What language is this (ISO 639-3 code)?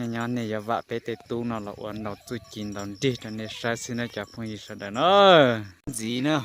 hmn